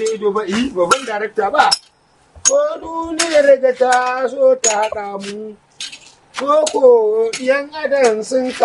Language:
Hausa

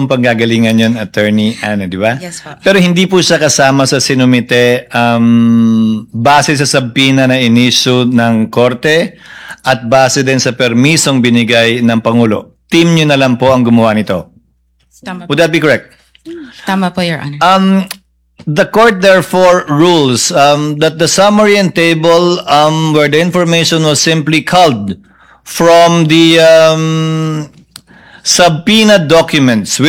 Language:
Filipino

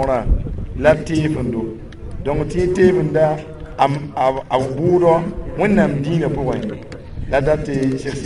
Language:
Mossi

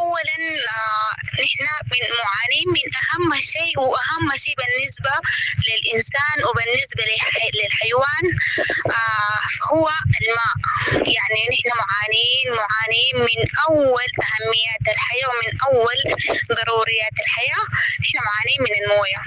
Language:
Sudanese Arabic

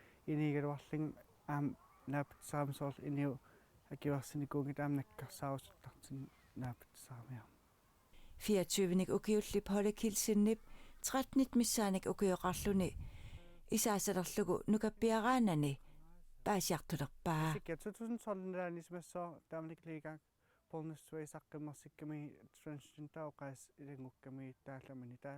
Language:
Kalaallisut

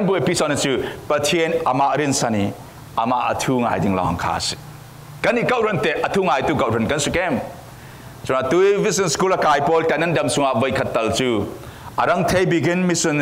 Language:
Falam Chin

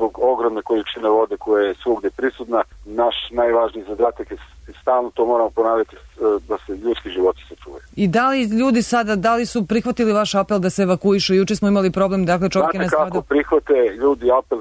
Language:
Serbian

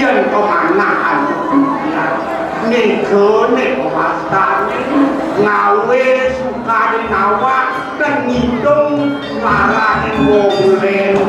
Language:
Balinese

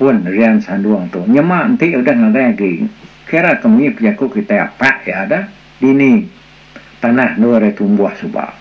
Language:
Iban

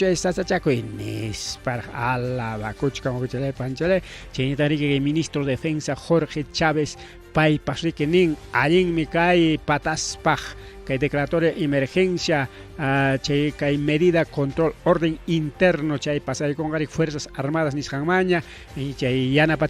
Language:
Ayacucho Quechua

